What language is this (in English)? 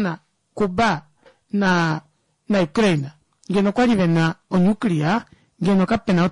Kuanyama